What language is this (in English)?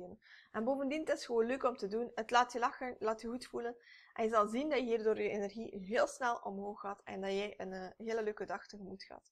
Dutch